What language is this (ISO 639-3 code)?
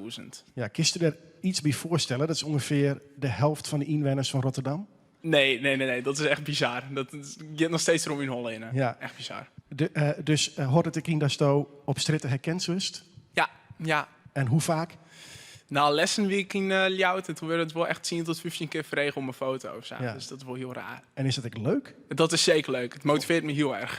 fry